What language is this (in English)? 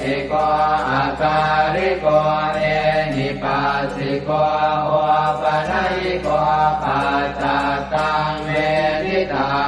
Pali